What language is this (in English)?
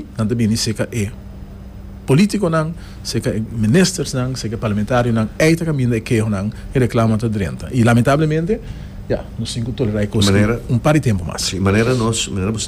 Papiamento